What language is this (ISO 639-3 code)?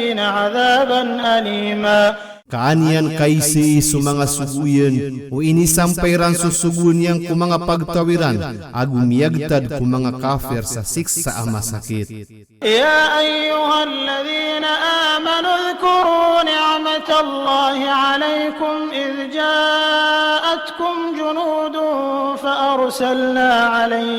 mrw